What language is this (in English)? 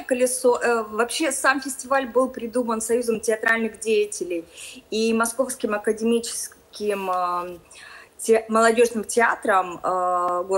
Russian